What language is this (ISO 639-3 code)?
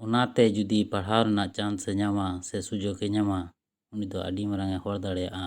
sat